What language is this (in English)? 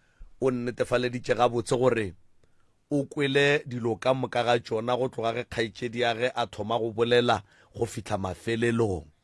Northern Sotho